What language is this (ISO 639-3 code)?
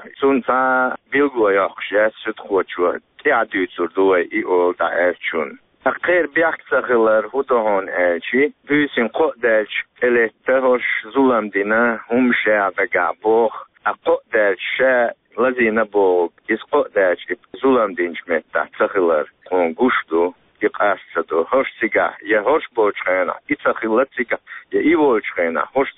che